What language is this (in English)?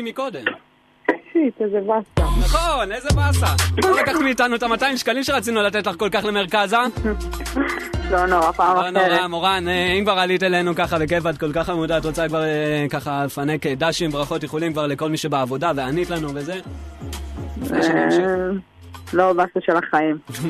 Hebrew